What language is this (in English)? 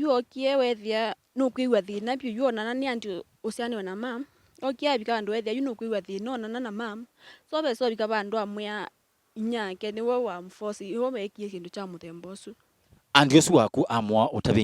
Kamba